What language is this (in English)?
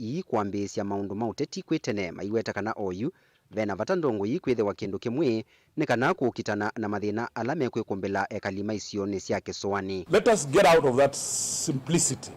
Kamba